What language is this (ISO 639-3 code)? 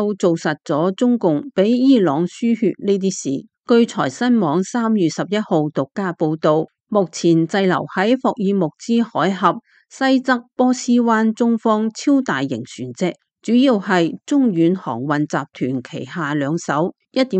yue